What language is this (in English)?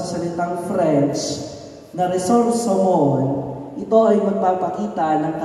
Filipino